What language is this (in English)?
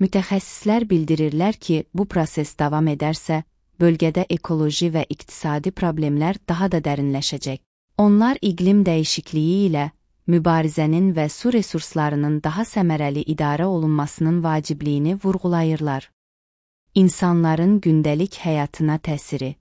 Azerbaijani